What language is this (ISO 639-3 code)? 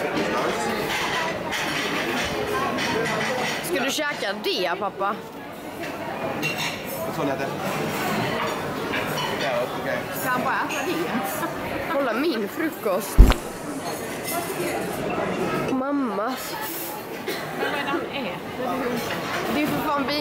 swe